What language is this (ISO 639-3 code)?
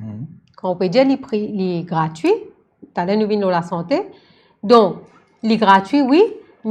mfe